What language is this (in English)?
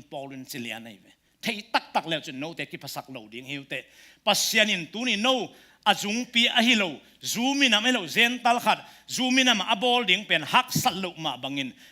Tedim Chin